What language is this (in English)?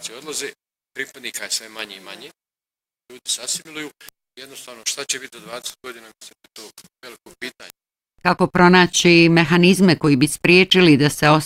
Bosnian